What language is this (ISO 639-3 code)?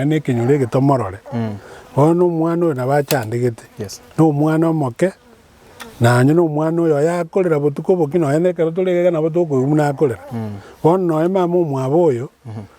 guz